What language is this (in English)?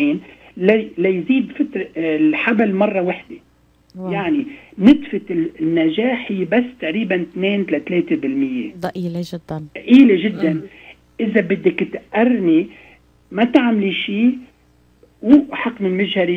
North Levantine Arabic